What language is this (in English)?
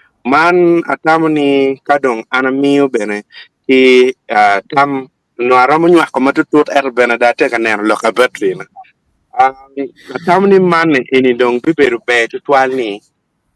Acoli